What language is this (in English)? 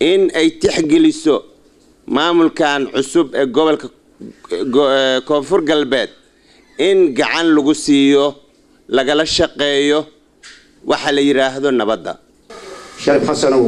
Somali